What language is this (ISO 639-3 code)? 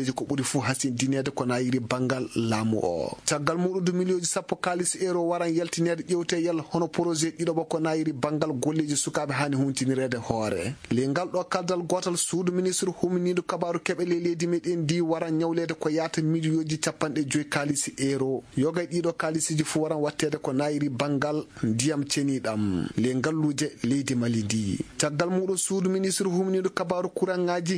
ful